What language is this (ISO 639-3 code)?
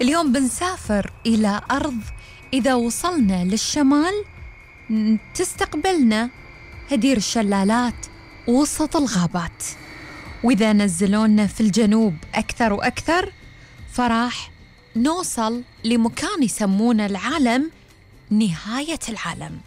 afb